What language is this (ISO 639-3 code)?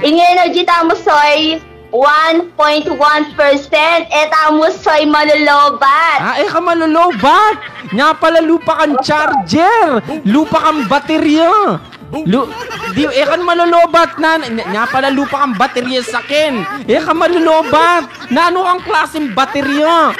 pam